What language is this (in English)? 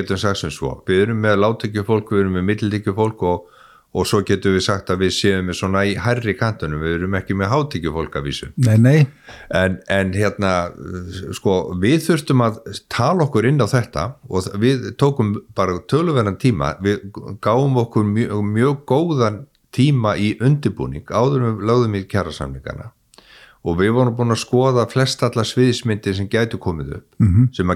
Icelandic